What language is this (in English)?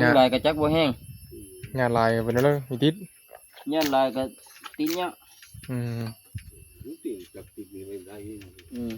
Northeastern Thai